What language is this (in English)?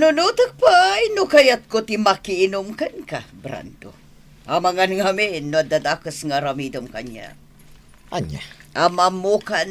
Iloko